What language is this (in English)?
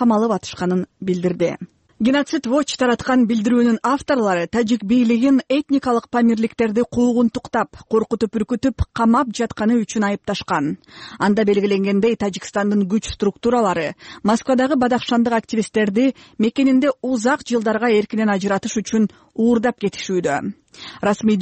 Kyrgyz